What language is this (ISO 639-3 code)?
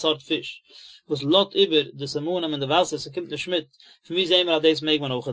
yid